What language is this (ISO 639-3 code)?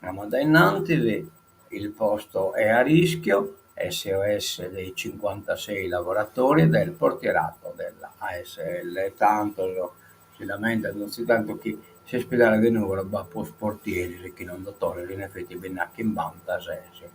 srd